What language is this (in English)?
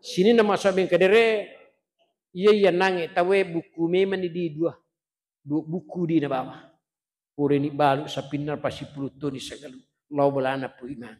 Buginese